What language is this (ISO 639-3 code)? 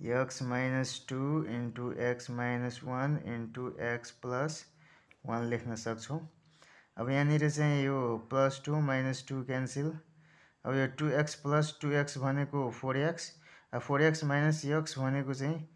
nep